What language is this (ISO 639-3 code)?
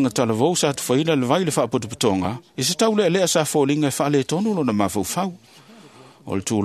smo